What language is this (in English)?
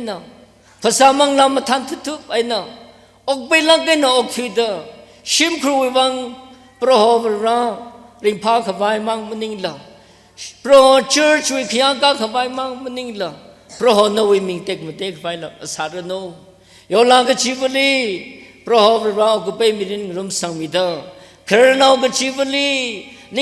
Tangkhul Naga (India)